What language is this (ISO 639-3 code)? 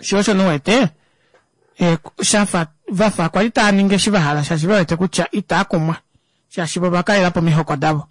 kua